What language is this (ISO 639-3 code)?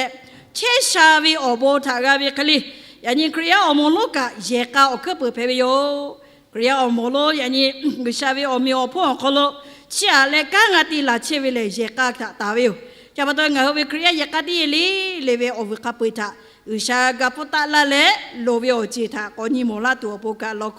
lhu